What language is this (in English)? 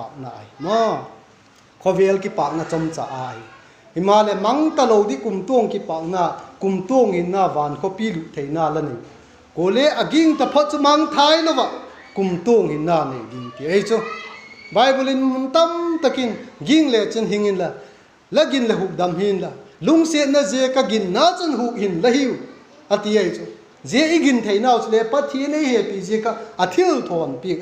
Vaiphei